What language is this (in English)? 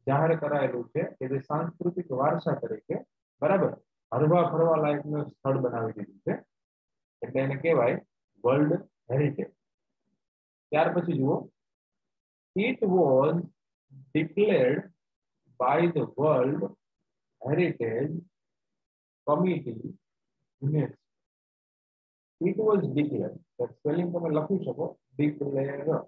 Gujarati